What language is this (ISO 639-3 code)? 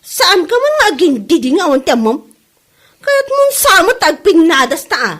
ilo